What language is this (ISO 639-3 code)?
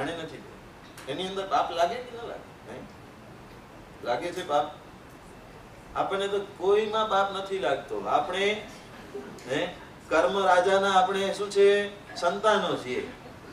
guj